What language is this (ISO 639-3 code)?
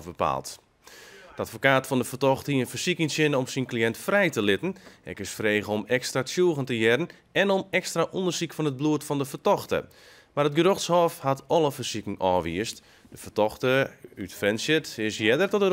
fry